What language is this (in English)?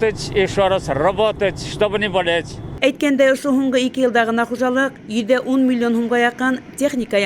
Bashkir